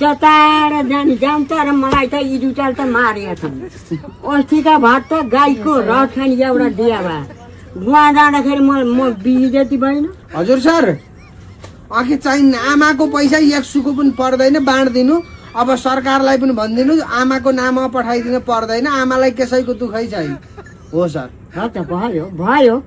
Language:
Nepali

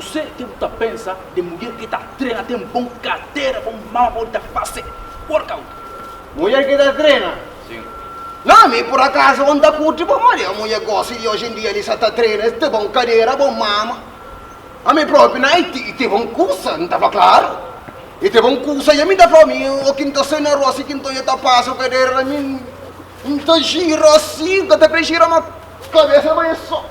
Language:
Kabuverdianu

